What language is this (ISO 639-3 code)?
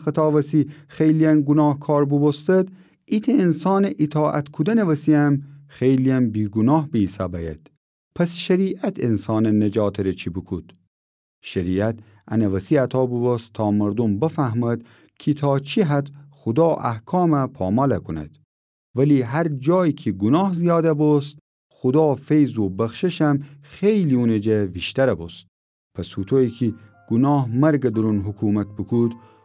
glk